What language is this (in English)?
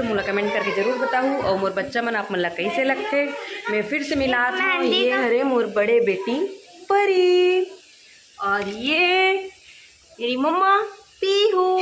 Chhattisgarhi